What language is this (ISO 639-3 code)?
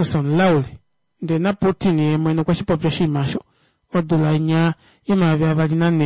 kua